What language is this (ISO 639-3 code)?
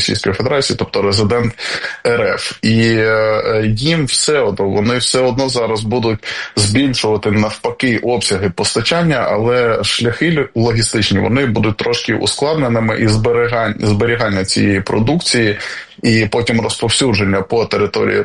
ukr